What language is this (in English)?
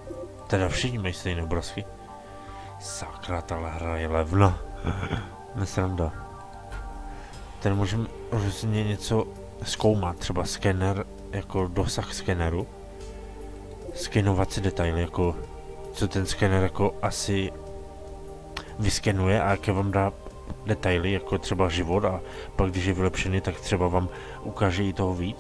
Czech